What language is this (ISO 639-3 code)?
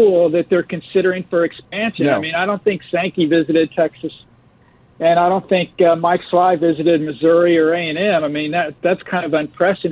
eng